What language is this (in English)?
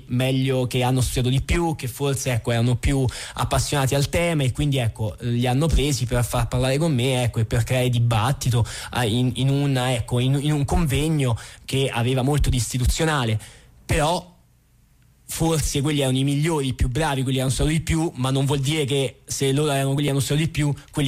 Italian